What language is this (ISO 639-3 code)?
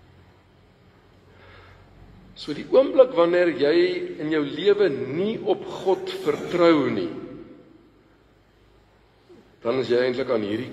afr